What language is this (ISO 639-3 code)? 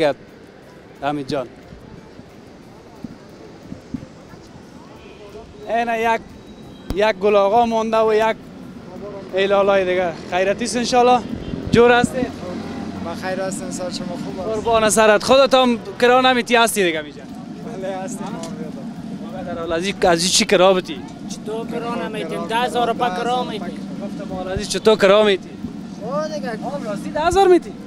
fas